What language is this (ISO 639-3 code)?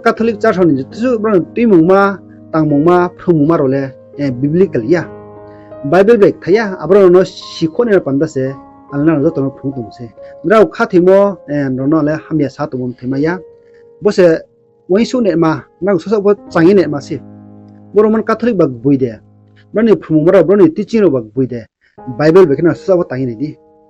ria